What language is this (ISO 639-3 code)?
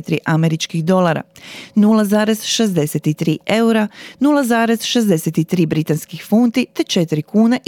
hrv